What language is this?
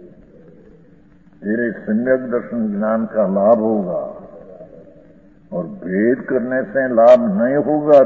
Hindi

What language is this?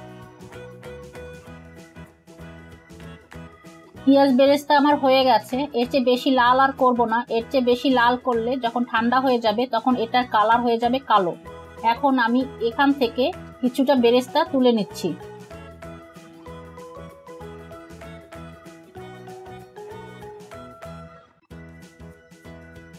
Bangla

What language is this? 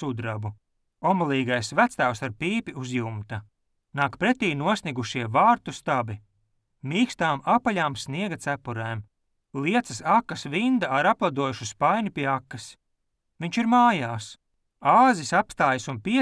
Latvian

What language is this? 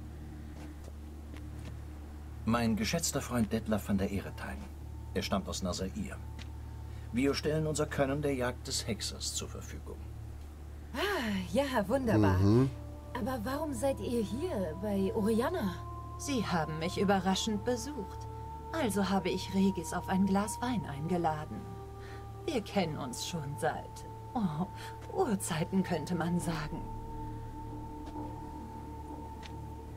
German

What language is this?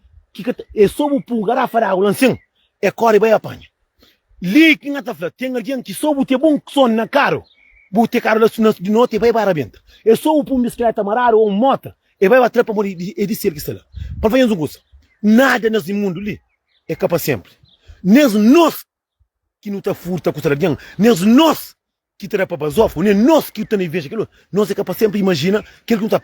Kabuverdianu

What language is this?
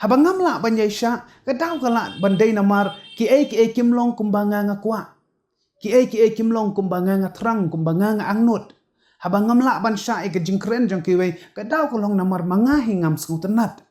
Khasi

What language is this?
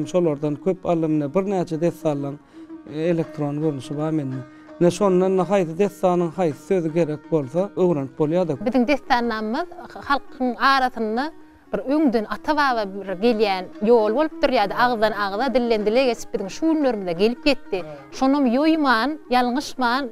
Turkmen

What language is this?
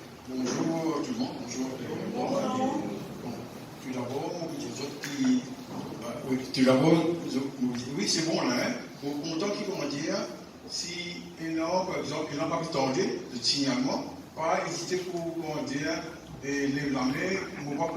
Morisyen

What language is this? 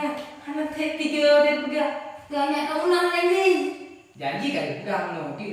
Achinese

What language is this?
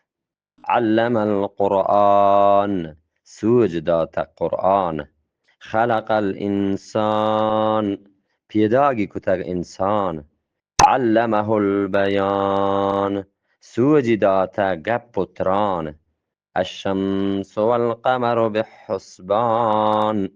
Eastern Balochi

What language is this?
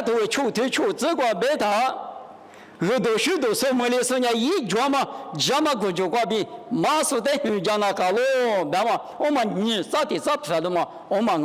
Lisu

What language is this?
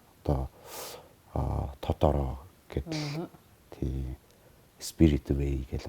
Mongolian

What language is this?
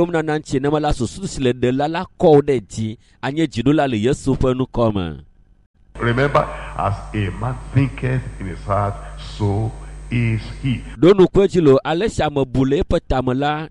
Ewe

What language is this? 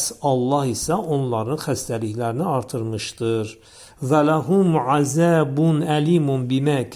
Azerbaijani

